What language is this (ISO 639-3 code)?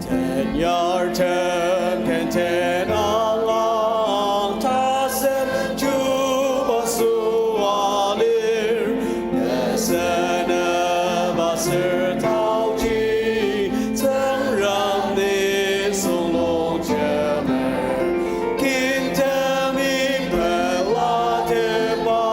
njo